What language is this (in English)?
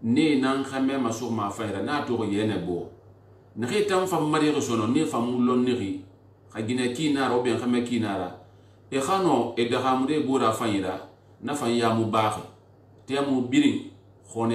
Susu